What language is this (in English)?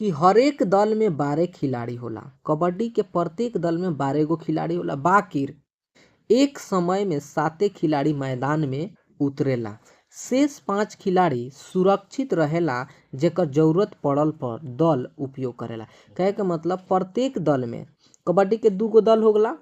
Bhojpuri